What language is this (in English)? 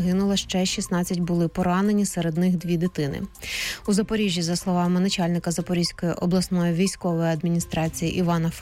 Ukrainian